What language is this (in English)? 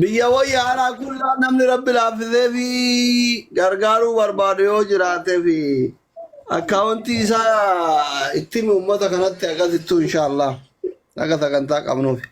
Oromo